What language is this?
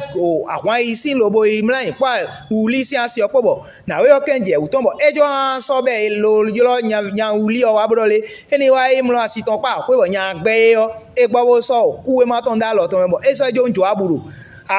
Fon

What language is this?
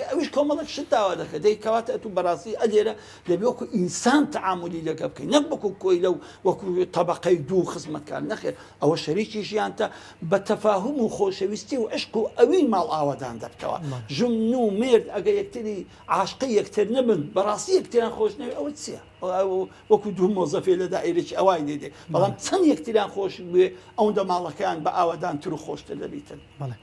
Central Kurdish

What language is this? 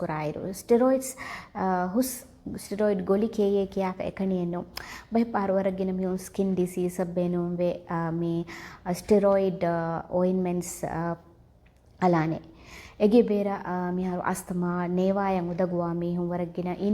Divehi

